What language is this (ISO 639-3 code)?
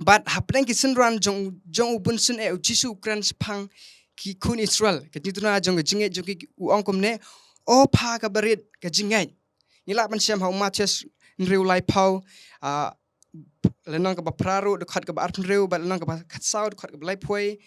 kha